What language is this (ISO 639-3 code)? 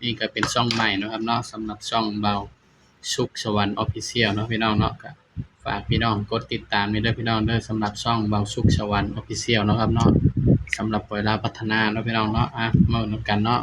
tts